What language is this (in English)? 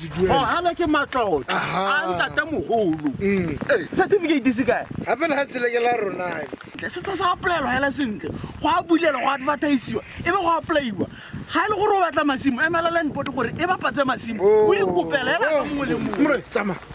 Tswana